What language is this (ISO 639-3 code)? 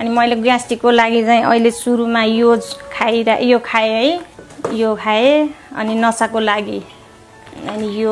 nep